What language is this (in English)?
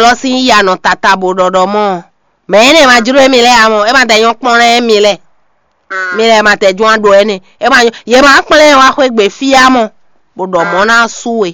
Fon